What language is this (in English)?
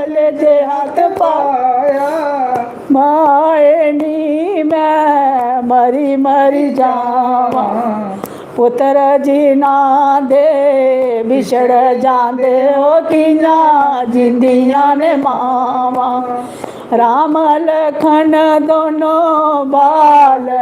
Dogri